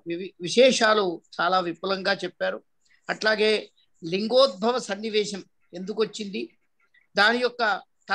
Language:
Telugu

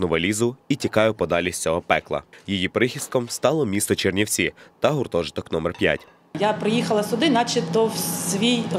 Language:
Ukrainian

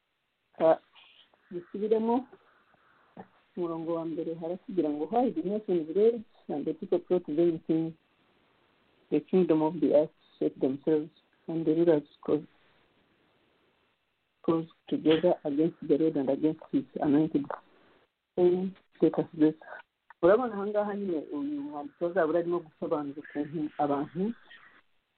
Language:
Kinyarwanda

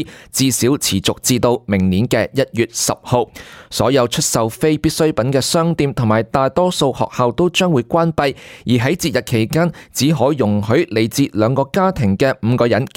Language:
Cantonese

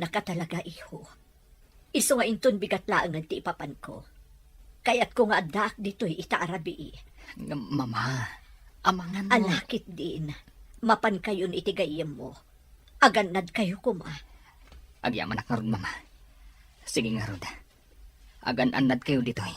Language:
Iloko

